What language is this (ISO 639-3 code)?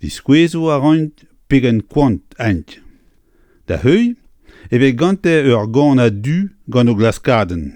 bre